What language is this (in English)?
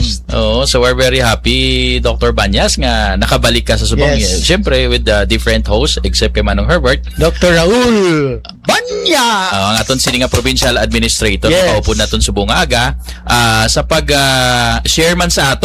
Hiligaynon